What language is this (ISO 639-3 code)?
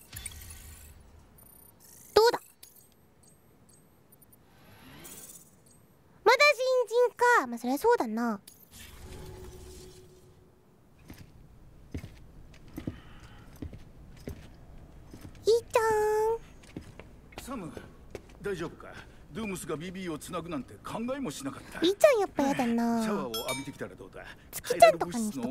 jpn